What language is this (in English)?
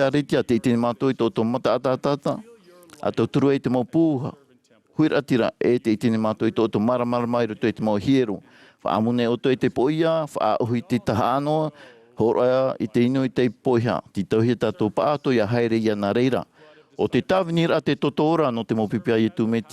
Tahitian